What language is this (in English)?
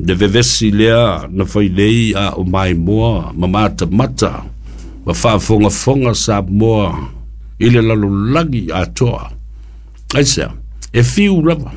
Samoan